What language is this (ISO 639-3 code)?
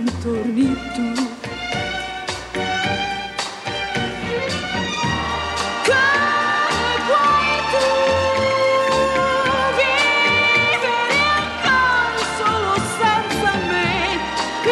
ita